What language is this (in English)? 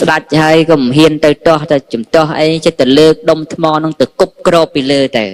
Khmer